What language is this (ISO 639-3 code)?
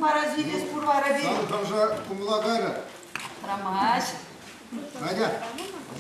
chv